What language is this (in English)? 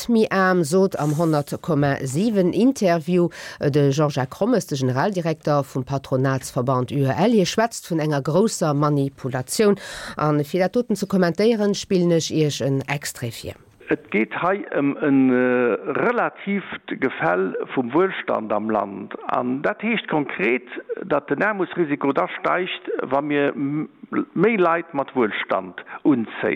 Luxembourgish